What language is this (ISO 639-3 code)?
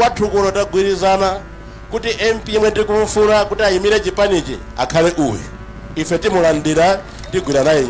nya